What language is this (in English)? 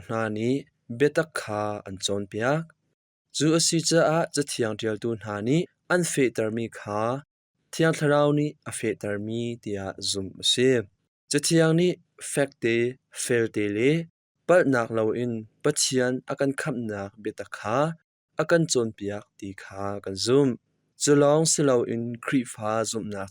Hakha Chin